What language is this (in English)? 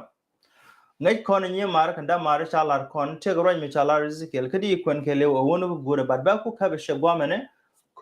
Nuer